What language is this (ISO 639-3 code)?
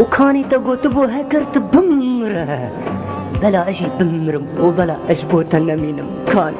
kur